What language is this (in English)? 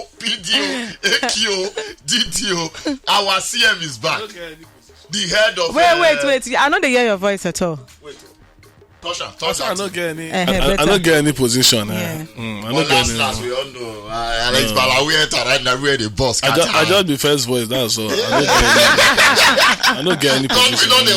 Nigerian Pidgin